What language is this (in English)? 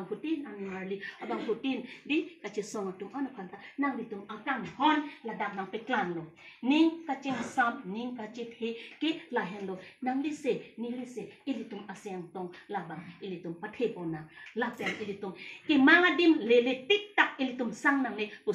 Karbi